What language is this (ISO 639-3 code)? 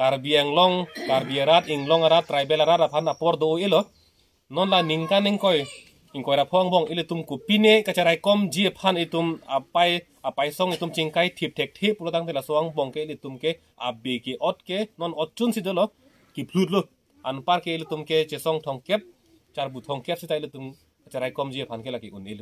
mjw